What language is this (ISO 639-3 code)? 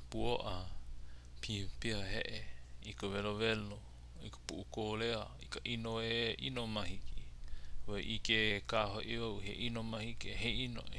haw